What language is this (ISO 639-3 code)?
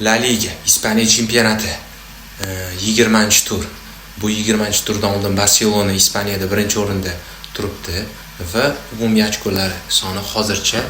uzb